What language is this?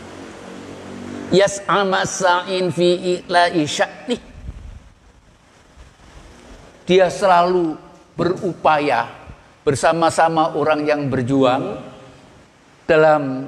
Indonesian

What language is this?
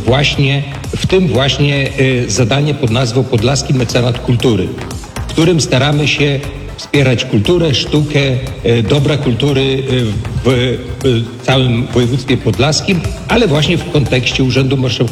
Polish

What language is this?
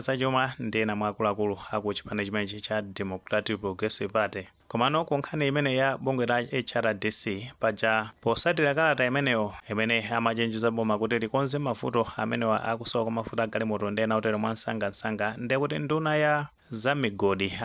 Nyanja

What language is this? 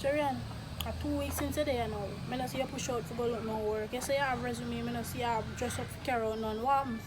Jamaican Creole English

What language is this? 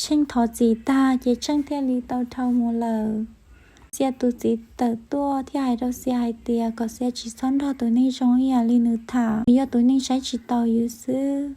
Hmong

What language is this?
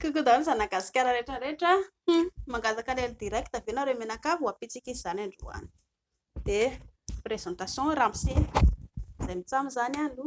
Malagasy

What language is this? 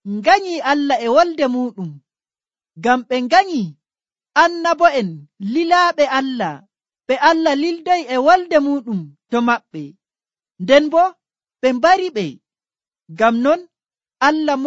Nigerian Fulfulde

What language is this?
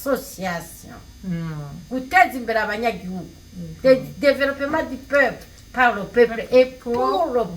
Rundi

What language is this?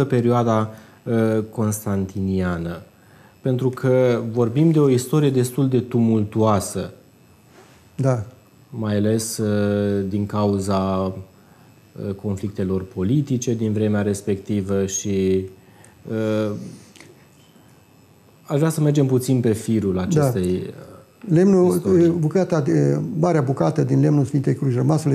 Romanian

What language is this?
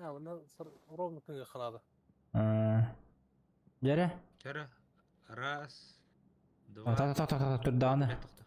Yakut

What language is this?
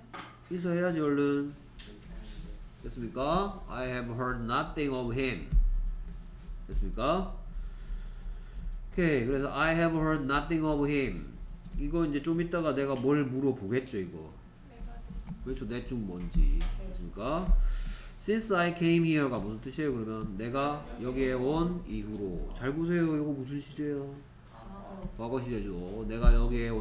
Korean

